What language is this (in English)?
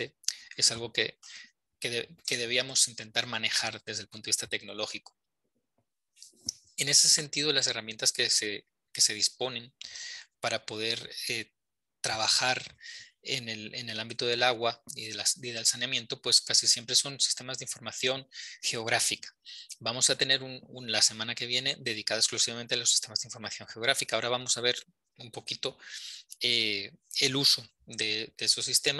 Spanish